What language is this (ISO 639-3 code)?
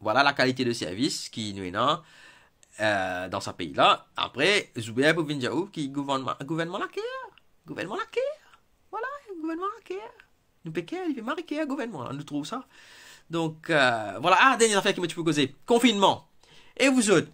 mfe